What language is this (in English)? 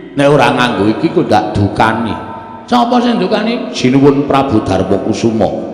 Javanese